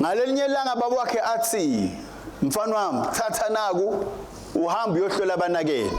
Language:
Swati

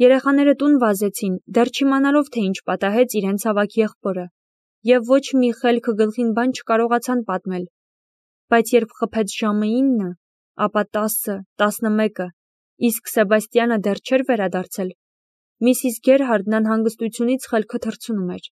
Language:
Armenian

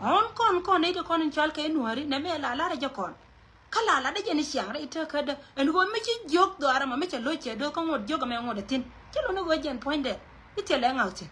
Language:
Nuer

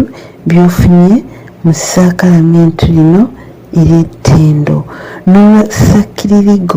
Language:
Ganda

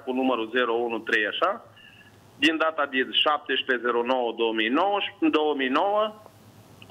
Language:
Romanian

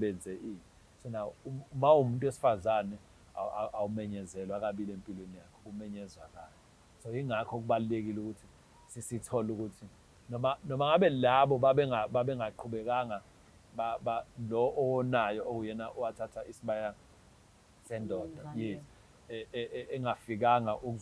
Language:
Zulu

